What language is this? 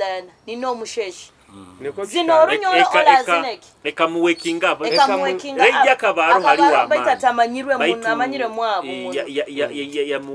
Nyoro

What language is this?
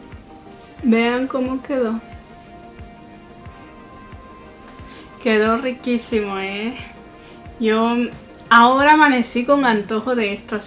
Spanish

